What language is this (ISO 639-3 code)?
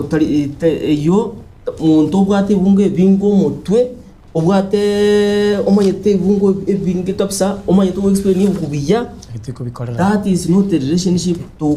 guz